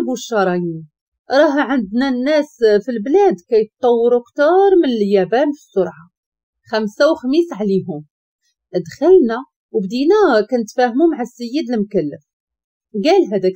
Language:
Moroccan Arabic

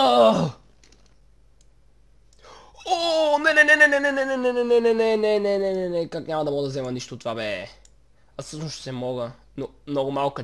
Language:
Bulgarian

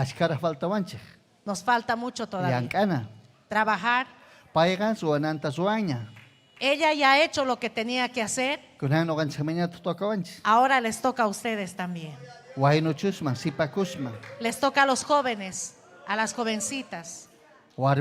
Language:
Ayacucho Quechua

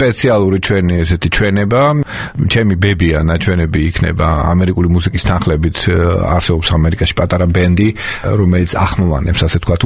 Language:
Georgian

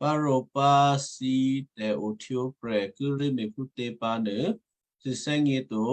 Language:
Western Kayah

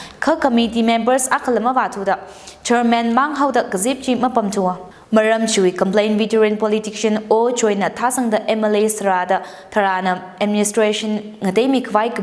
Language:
Tangkhul Naga (India)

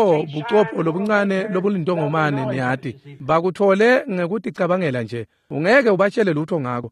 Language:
Swati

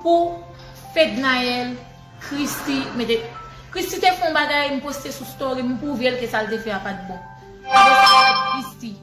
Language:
Haitian Creole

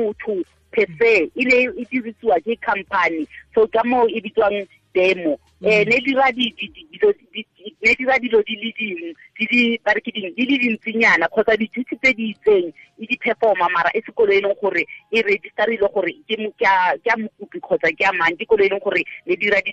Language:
Tswana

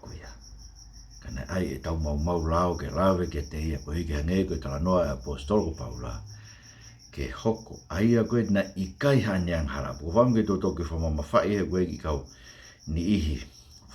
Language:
Tongan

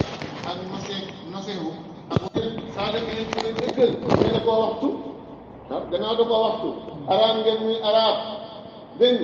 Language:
Wolof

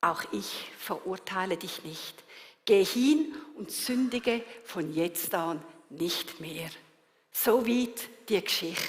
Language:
Swiss German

